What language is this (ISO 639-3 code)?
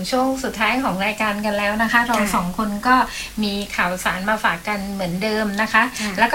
tha